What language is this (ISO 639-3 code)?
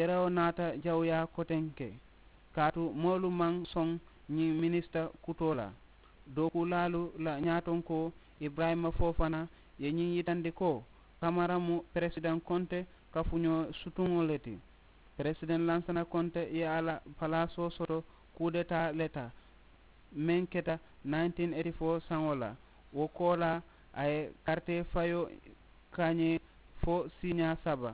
man